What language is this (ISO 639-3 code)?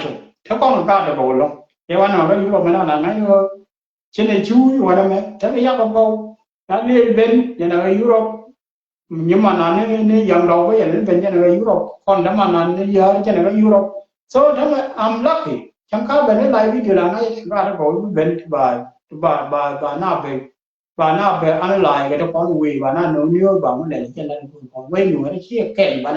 nus